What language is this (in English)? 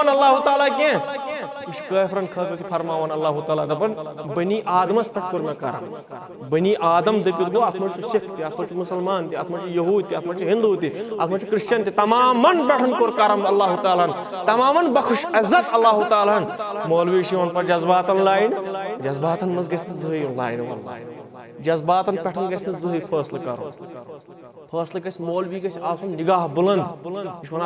Kashmiri